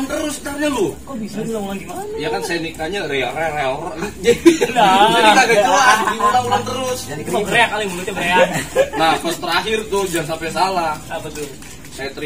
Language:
Betawi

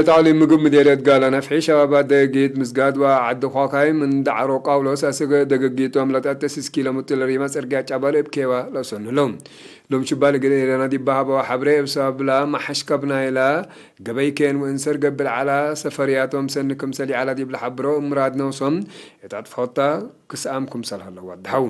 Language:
Tigre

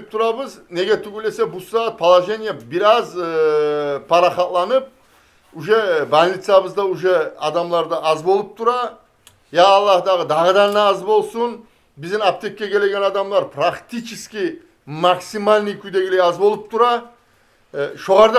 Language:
Kumyk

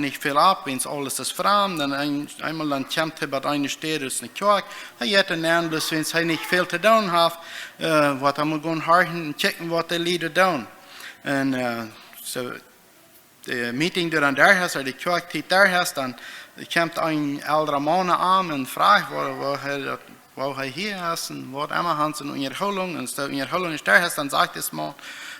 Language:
Plautdietsch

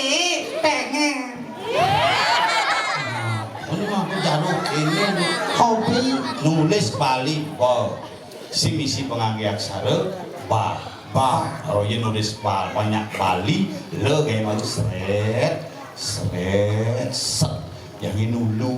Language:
Balinese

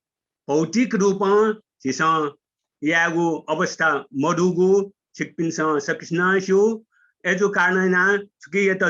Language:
Newari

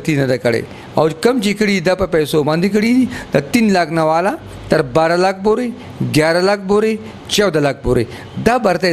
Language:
Pashto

